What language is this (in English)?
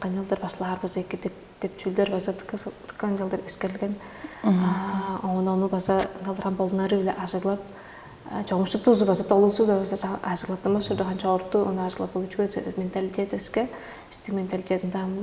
Tuvinian